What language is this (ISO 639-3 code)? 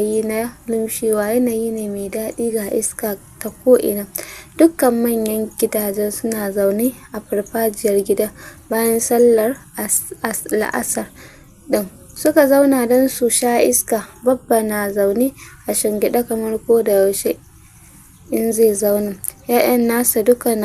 hau